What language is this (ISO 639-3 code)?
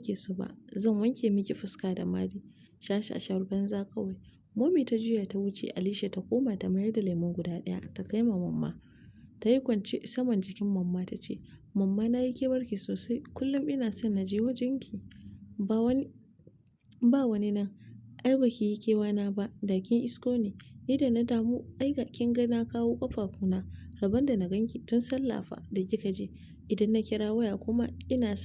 hau